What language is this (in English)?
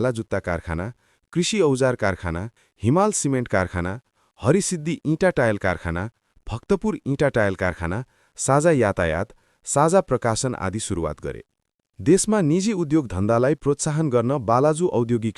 Nepali